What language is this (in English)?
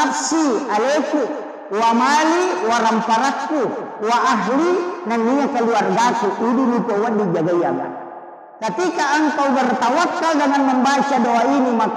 Buginese